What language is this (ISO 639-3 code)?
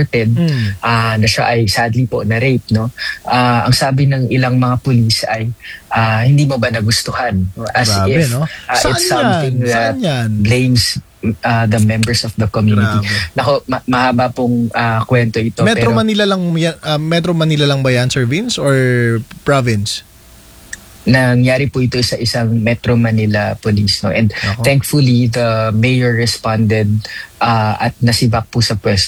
fil